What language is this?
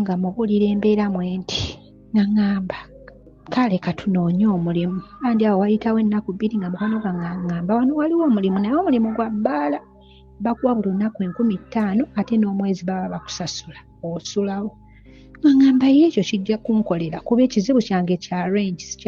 Ganda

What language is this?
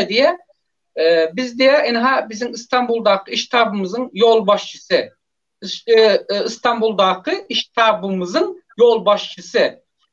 Turkmen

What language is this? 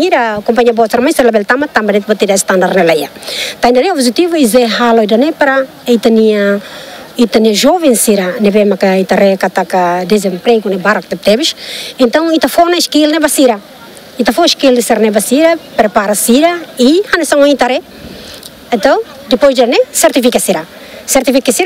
Tetum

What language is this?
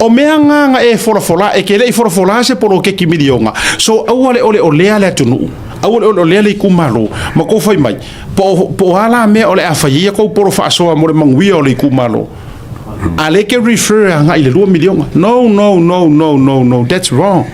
Samoan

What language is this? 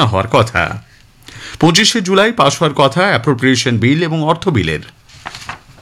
Bangla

